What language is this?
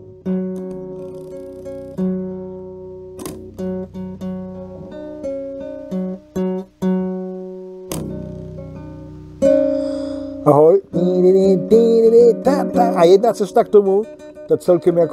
Czech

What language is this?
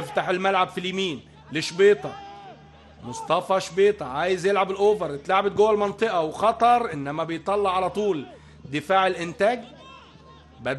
Egyptian Arabic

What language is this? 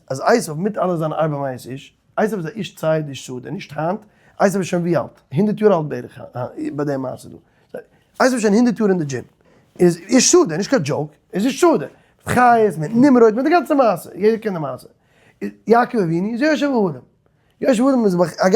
Yiddish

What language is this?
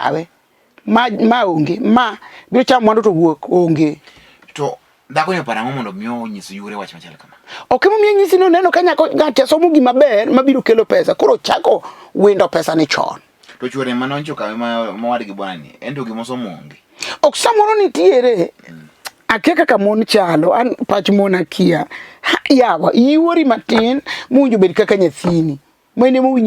Luo (Kenya and Tanzania)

